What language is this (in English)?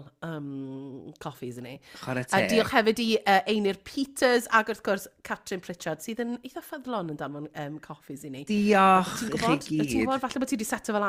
Welsh